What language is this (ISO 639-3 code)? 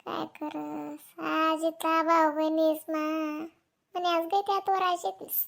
khn